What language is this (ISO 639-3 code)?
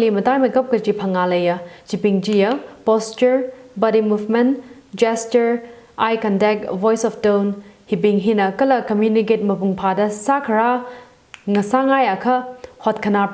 nmf